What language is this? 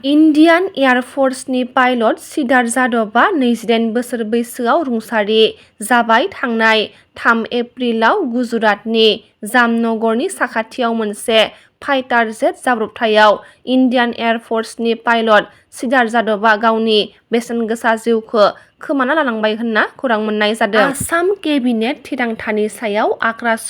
Bodo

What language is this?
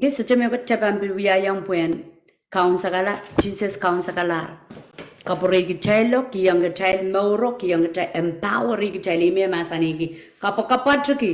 Pohnpeian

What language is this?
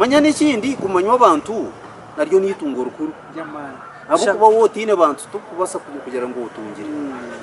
Nyankole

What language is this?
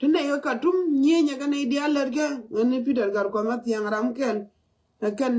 Nuer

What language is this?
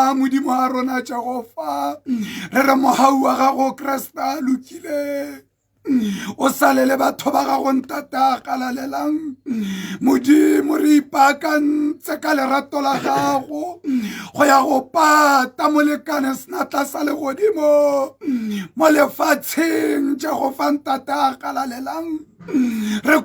Tswana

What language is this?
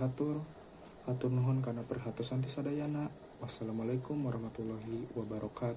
Sundanese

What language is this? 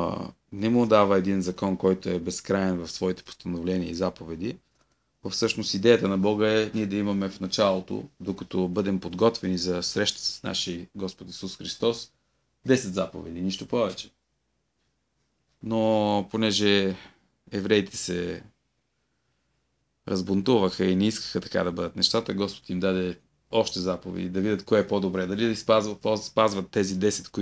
Bulgarian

